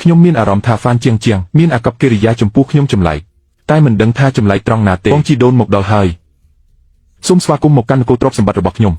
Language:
Khmer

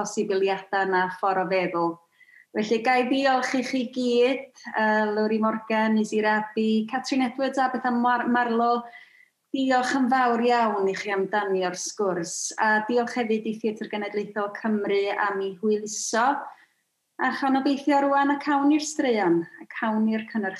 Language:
Welsh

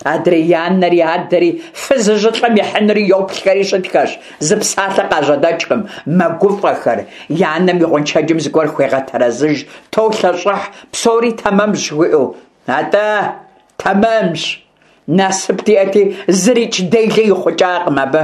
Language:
Kabardian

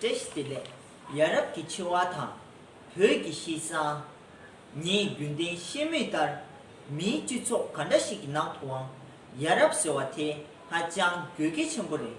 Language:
Tibetan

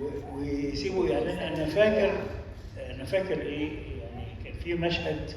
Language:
Egyptian Arabic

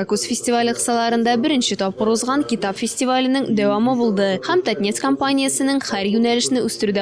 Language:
Tatar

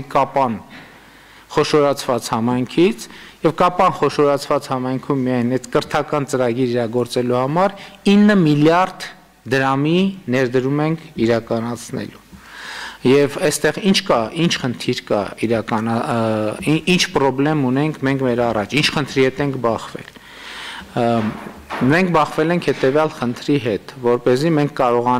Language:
Armenian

